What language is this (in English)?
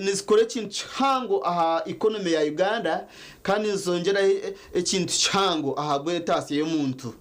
Nyankole